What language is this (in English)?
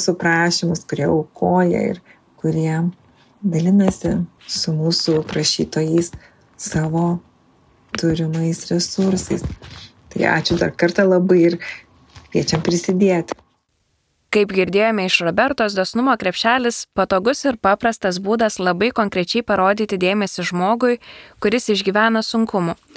Lithuanian